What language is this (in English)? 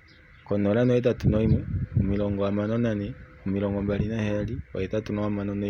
Kuanyama